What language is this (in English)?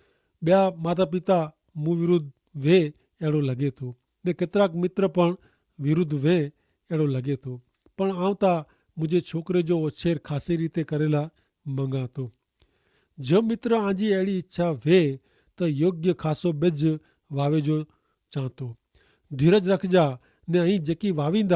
Kachhi